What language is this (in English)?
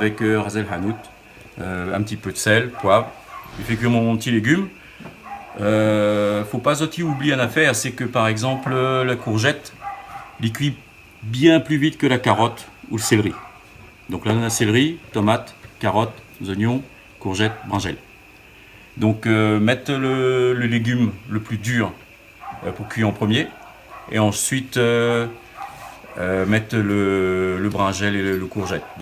Réunion Creole French